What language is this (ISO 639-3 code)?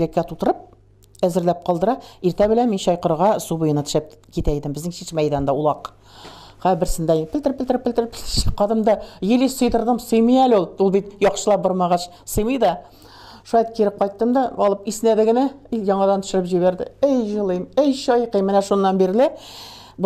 tat